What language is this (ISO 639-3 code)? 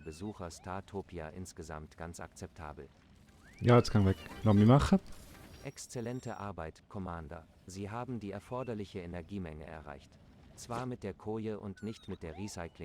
gsw